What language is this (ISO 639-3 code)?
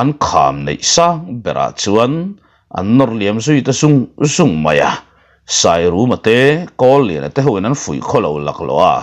lus